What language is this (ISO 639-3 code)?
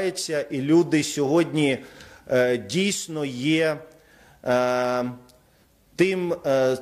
ukr